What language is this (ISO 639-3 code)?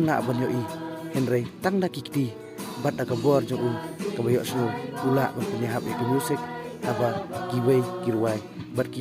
kha